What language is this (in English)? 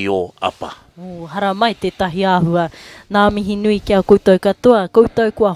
Māori